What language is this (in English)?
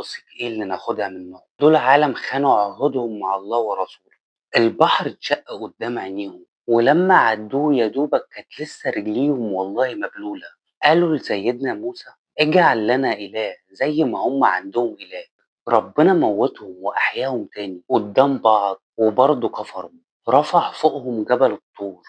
Egyptian Arabic